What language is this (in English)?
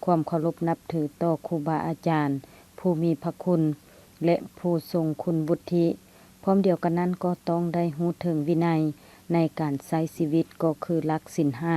Lao